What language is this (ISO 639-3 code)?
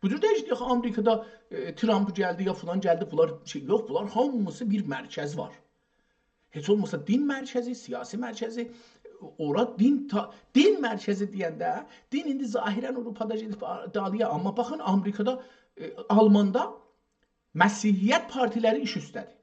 azb